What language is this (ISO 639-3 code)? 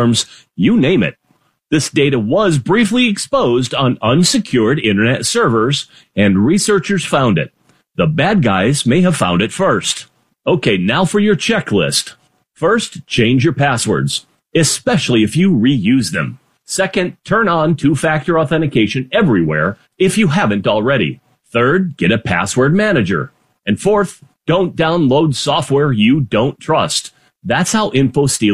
eng